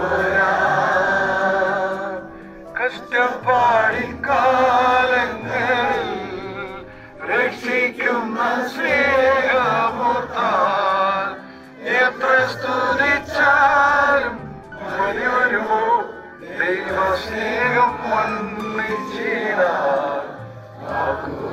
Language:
Malayalam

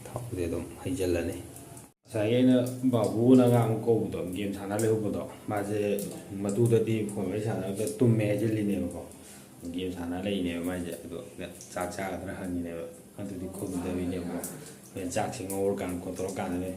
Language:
Manipuri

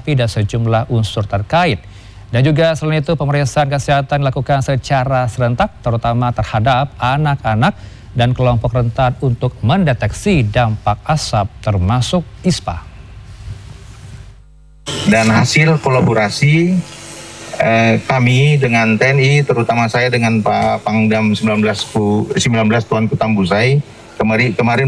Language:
Indonesian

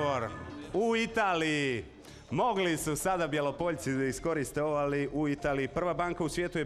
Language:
Serbian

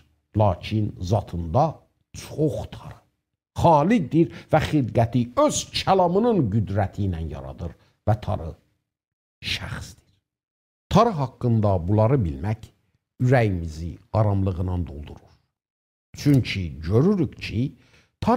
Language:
South Azerbaijani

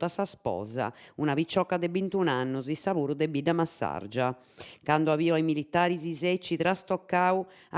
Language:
Sardinian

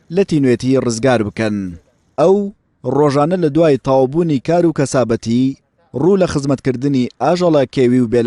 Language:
Central Kurdish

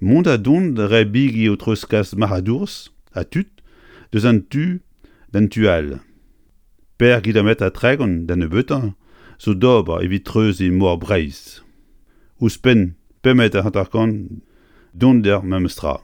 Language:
Breton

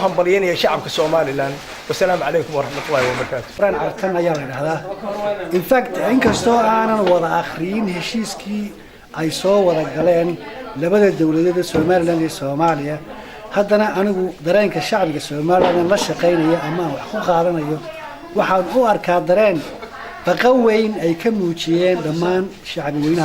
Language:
Somali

